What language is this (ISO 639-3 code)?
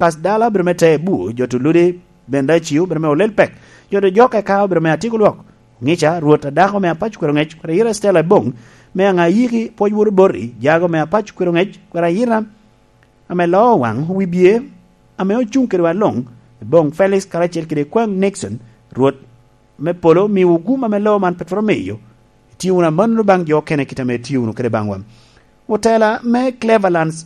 laj